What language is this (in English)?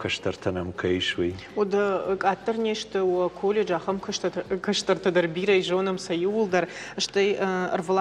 Ossetic